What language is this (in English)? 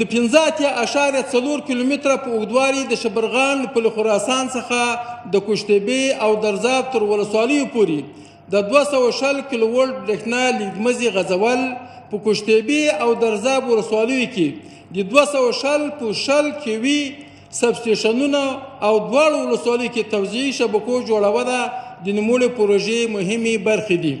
Pashto